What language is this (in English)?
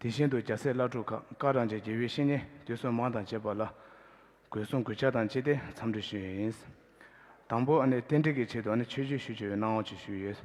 Tibetan